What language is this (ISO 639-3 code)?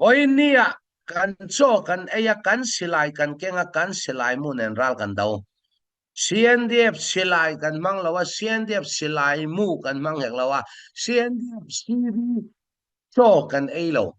cfm